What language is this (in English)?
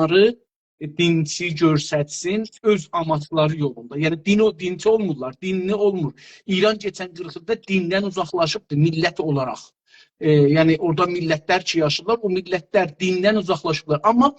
South Azerbaijani